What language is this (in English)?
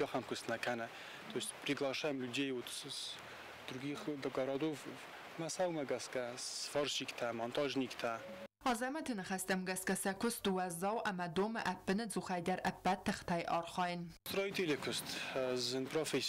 Ossetic